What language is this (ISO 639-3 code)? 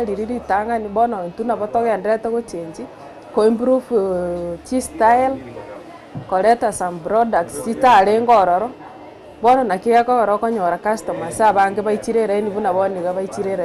guz